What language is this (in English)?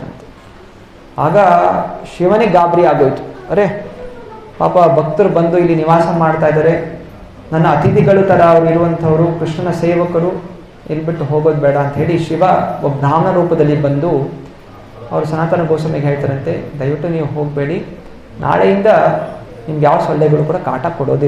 Kannada